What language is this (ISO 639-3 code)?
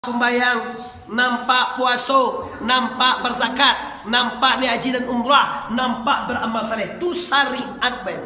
min